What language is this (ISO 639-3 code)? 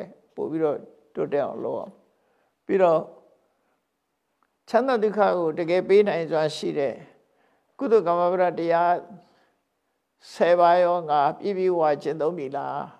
mya